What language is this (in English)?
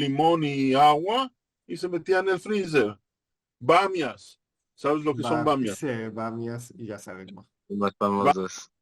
Ladino